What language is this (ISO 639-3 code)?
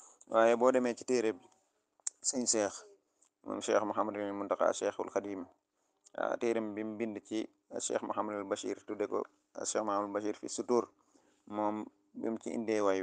wol